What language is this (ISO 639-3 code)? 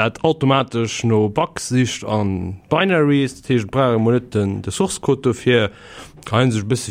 ltz